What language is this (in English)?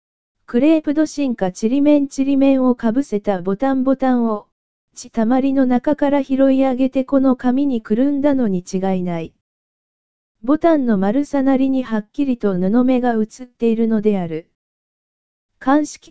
Japanese